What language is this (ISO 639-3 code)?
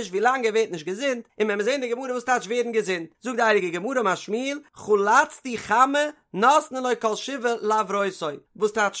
yid